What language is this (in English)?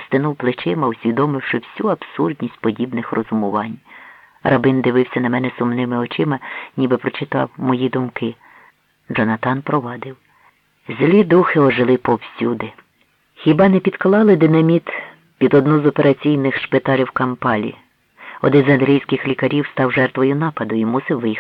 Ukrainian